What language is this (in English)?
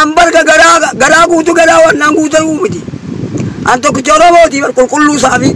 Oromo